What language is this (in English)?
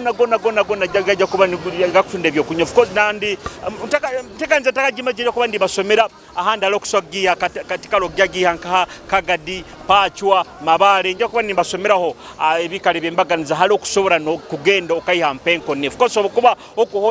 Nyoro